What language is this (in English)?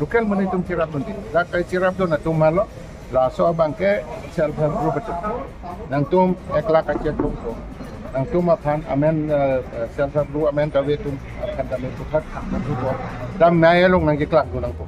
Karbi